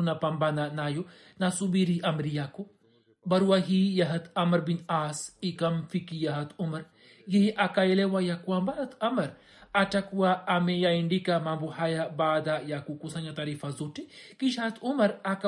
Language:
Swahili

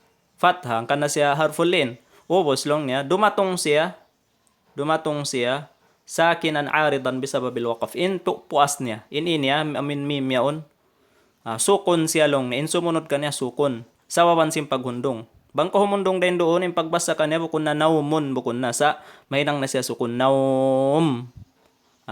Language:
Tausug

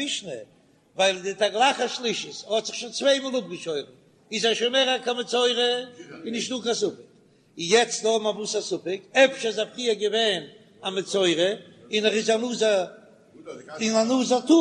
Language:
Yiddish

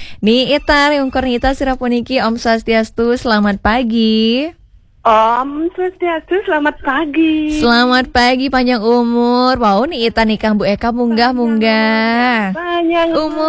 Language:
Balinese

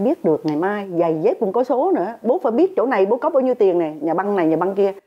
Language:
Vietnamese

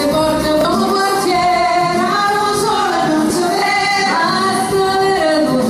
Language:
Neapolitan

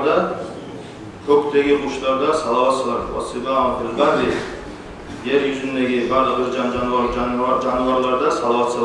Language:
Kumyk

